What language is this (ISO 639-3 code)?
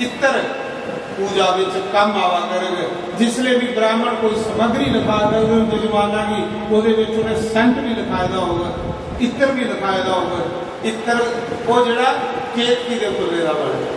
doi